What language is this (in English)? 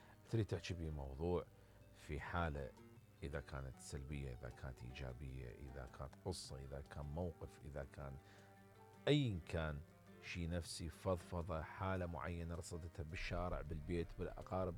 Mesopotamian Arabic